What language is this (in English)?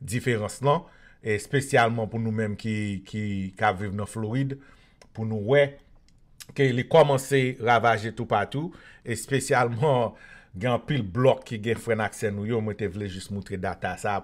Haitian Creole